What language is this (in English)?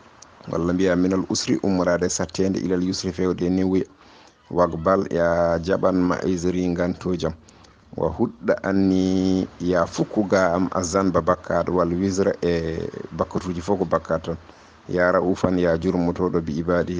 Fula